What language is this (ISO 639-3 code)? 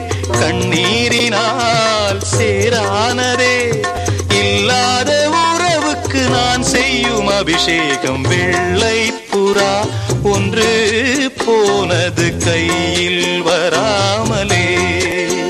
tam